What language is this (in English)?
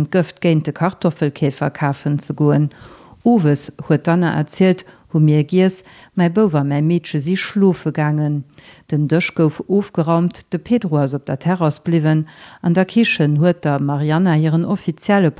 Luxembourgish